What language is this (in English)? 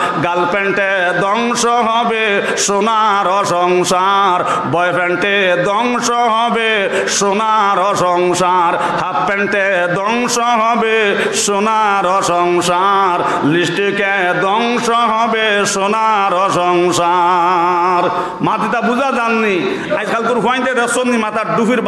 Sylheti